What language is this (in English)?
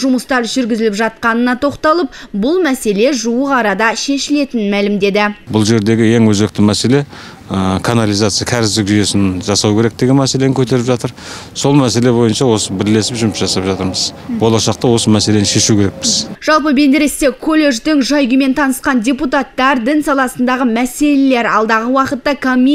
Kazakh